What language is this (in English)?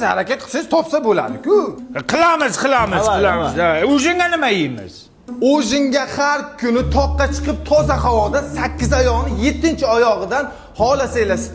Uzbek